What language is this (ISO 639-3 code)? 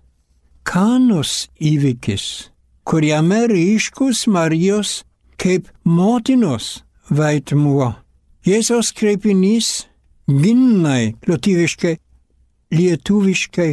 lit